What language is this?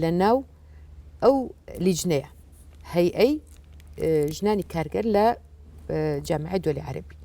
Central Kurdish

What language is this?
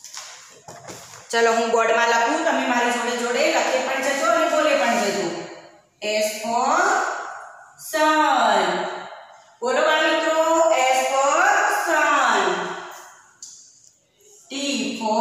Gujarati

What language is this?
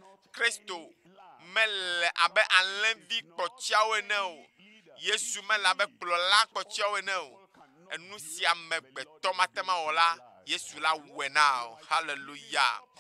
Ewe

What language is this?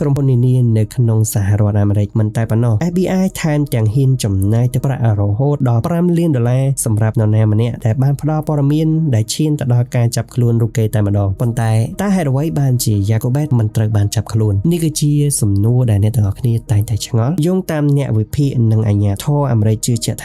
Khmer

